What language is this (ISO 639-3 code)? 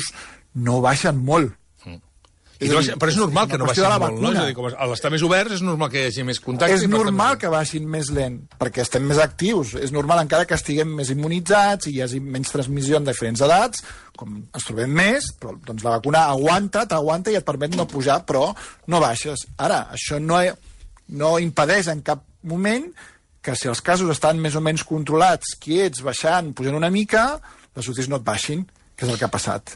cat